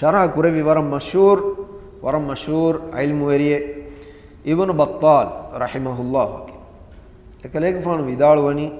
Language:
Divehi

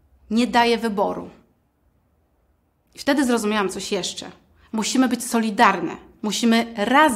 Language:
Polish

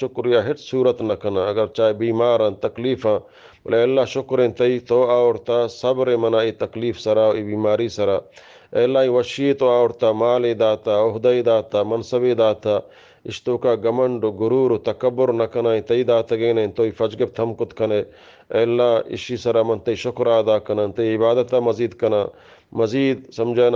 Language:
Eastern Balochi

